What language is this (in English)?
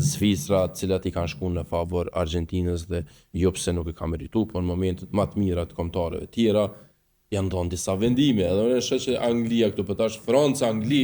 Albanian